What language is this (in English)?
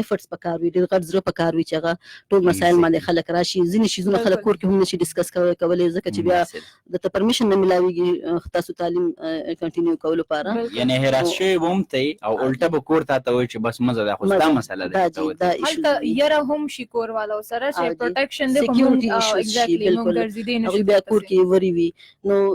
Pashto